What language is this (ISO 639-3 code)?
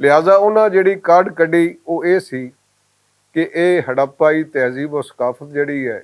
lah